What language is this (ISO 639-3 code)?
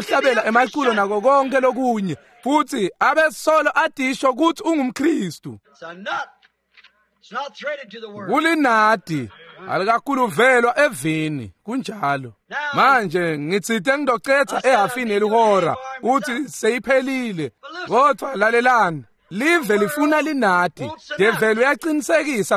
ssw